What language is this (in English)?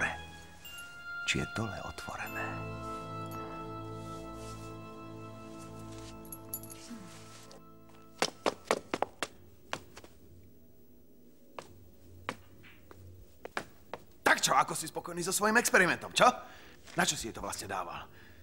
Slovak